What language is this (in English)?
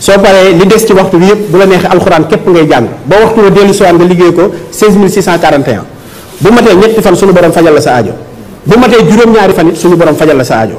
Wolof